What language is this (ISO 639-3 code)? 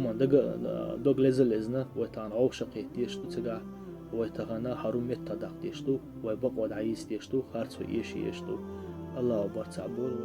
che